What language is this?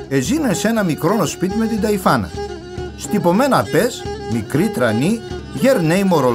Pontic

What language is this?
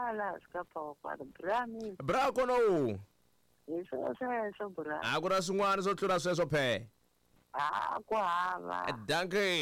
Tsonga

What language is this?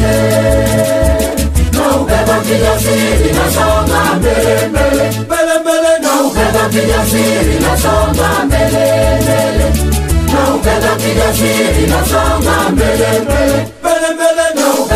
Swahili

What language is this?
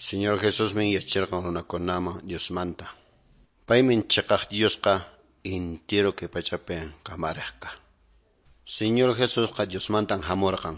Quechua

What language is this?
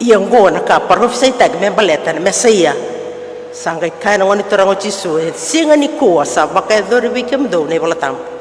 Fijian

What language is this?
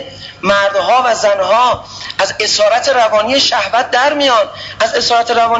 Persian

